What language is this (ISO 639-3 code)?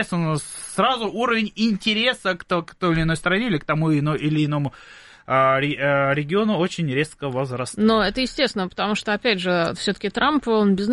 rus